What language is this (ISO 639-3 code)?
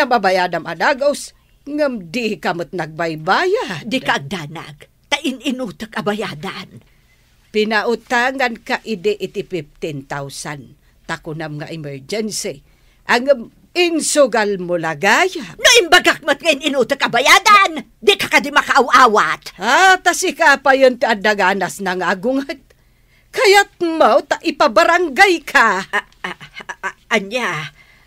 ilo